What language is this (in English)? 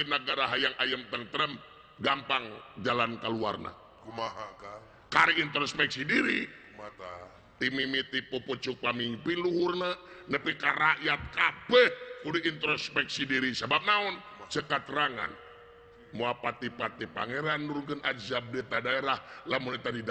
Sundanese